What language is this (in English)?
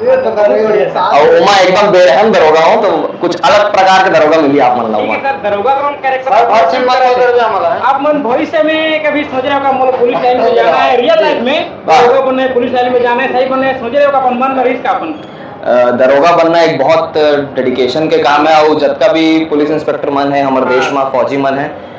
Chhattisgarhi